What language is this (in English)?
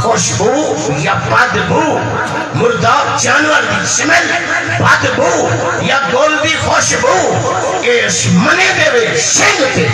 Saraiki